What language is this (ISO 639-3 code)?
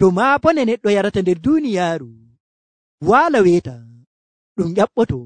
fuv